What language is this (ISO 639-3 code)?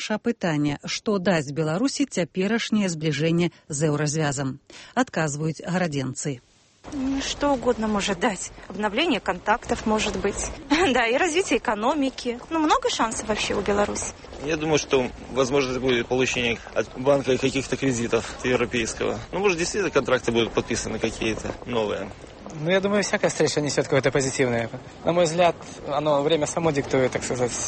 bel